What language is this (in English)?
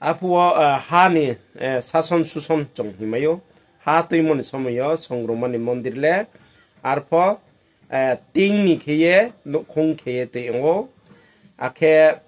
Riang (India)